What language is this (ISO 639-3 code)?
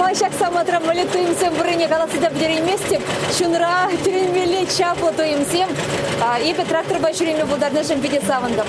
chv